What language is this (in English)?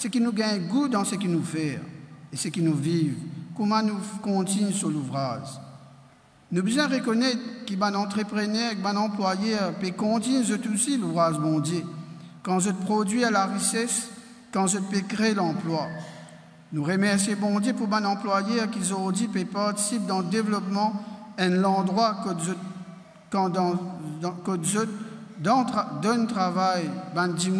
Morisyen